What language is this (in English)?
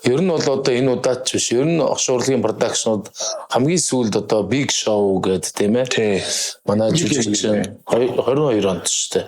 Mongolian